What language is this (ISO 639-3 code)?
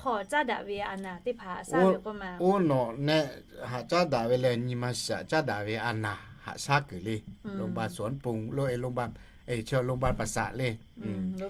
lhu